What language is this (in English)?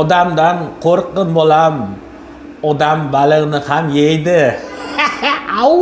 Uzbek